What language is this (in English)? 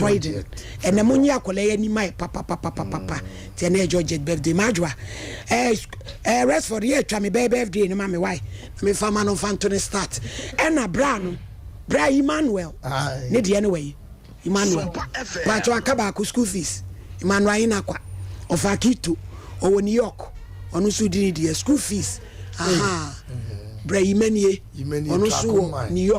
Akan